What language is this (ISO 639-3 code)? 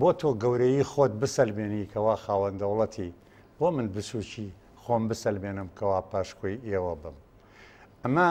ckb